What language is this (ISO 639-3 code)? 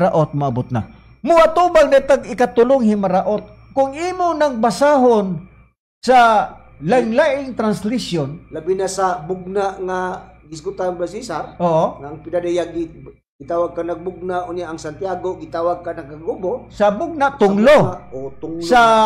ceb